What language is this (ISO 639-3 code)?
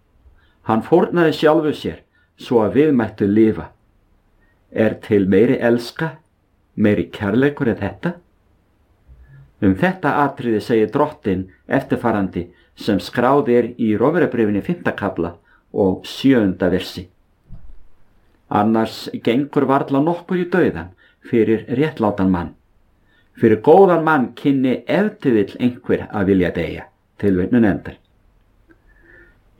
isl